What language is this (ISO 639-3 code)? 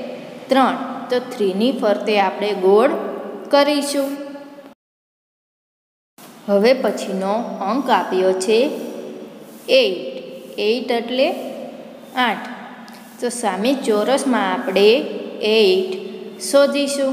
guj